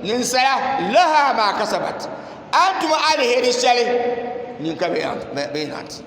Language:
Dagbani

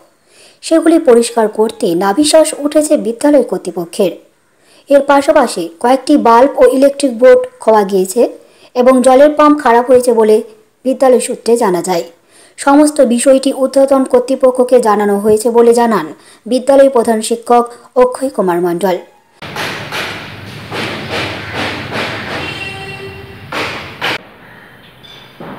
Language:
Bangla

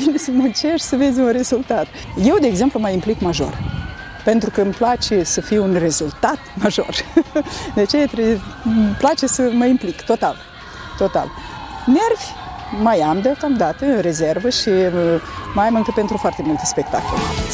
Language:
Romanian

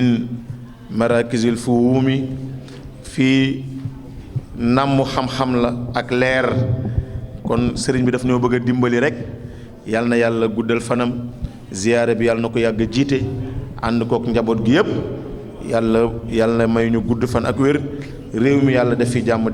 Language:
Wolof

